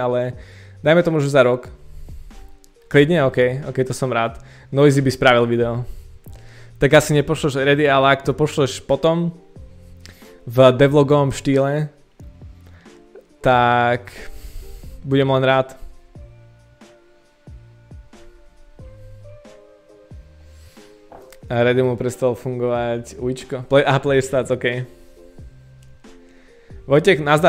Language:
Slovak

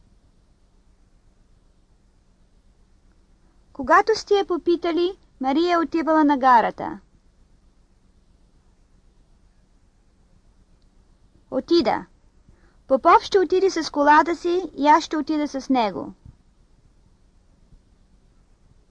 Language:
Bulgarian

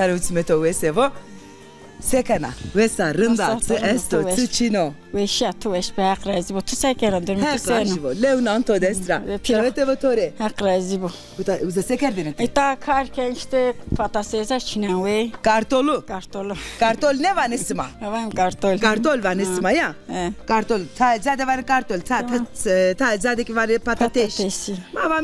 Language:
Zaza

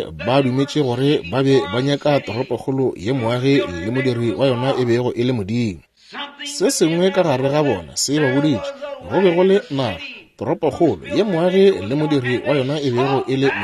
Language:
Northern Sotho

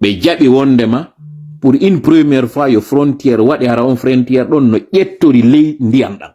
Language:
Fula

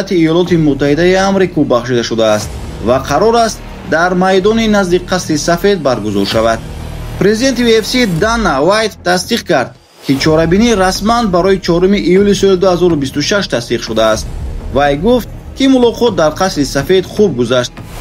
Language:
Tajik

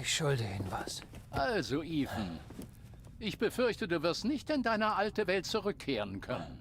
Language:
Bavarian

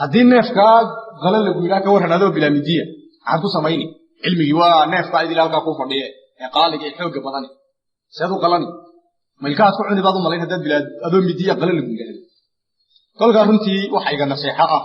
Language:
Somali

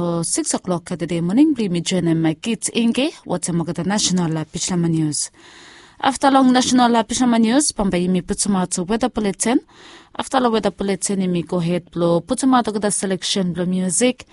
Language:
Bislama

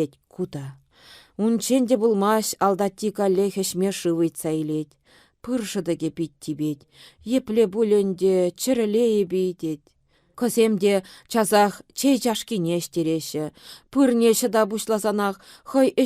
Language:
Chuvash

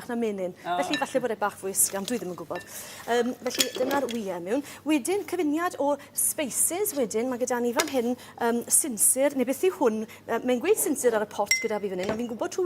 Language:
Welsh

